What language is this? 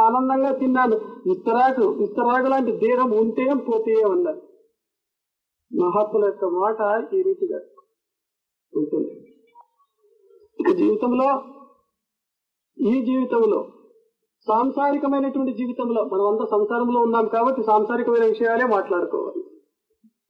Telugu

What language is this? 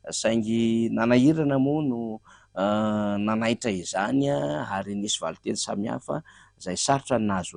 Malagasy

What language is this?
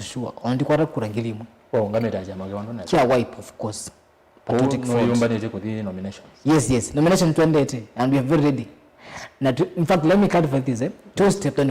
Kamba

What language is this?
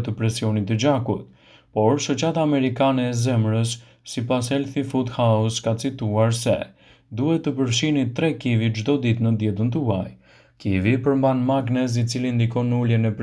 Albanian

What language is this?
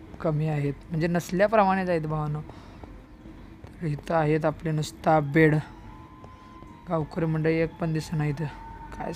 Marathi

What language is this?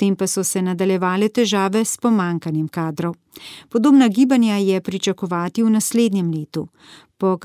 Slovenian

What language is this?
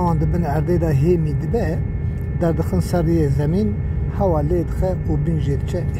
Kurdish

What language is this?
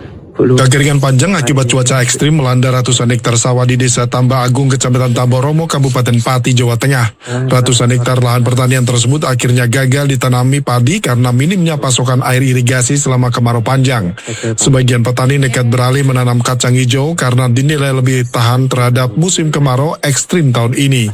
Indonesian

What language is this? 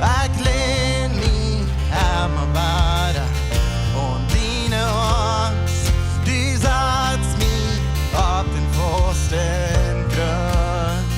Plautdietsch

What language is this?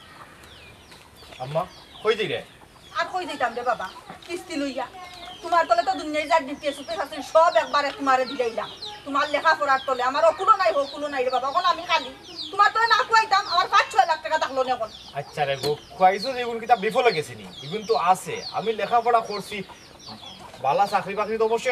Sylheti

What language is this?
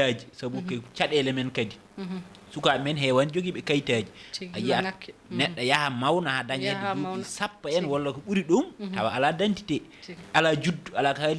Fula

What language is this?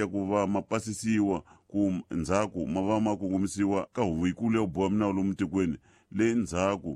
Tsonga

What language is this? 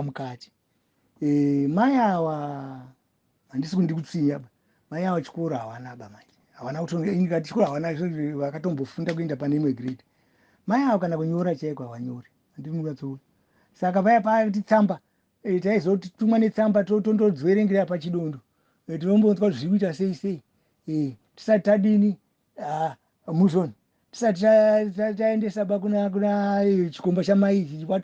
Shona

